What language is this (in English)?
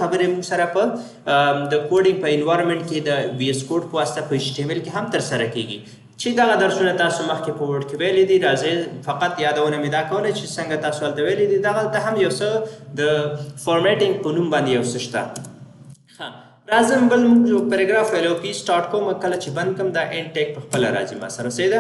Pashto